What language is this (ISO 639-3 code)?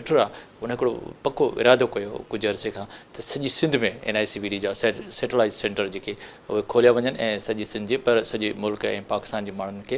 snd